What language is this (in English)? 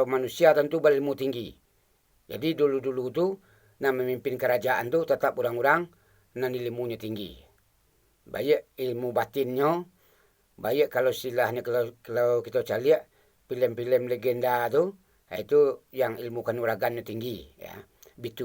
Minangkabau